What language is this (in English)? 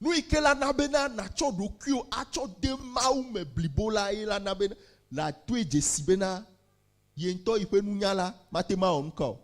Ewe